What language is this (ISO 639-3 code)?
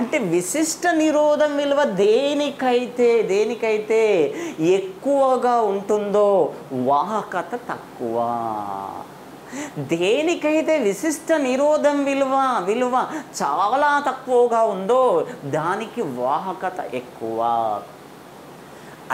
tel